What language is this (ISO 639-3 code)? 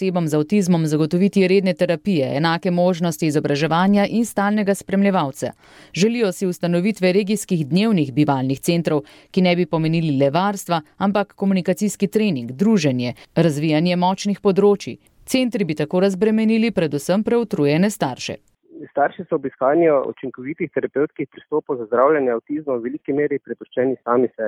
slv